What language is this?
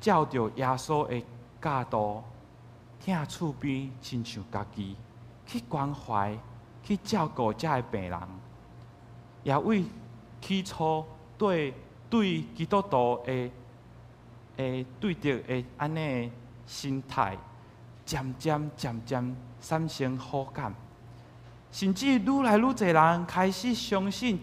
Min Nan Chinese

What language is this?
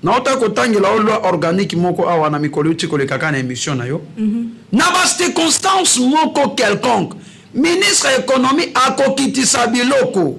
Lingala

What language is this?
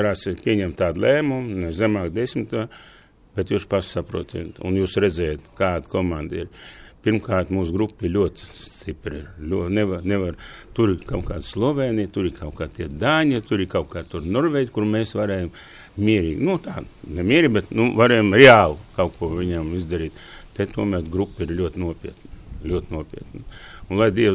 Latvian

